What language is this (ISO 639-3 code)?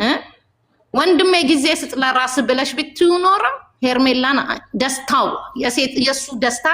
amh